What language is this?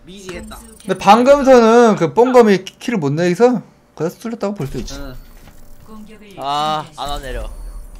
Korean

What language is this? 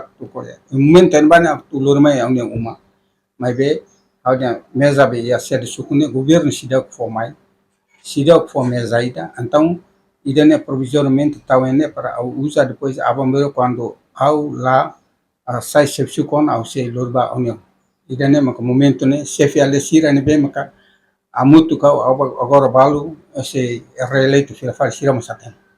Tetum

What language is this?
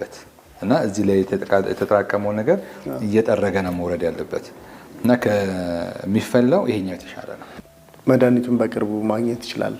Amharic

